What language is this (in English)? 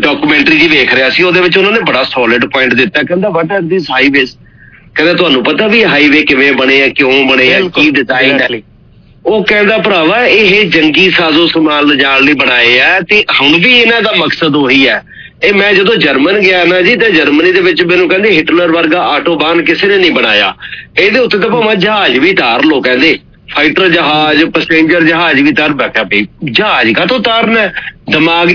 Punjabi